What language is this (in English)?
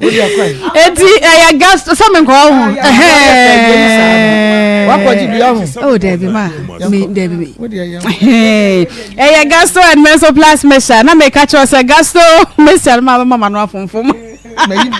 Akan